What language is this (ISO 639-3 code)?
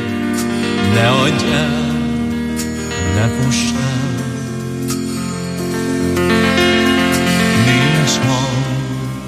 hun